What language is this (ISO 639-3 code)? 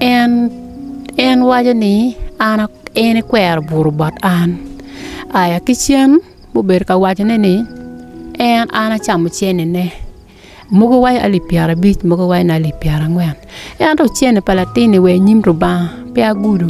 ach